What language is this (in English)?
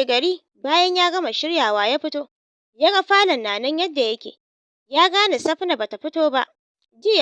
Hausa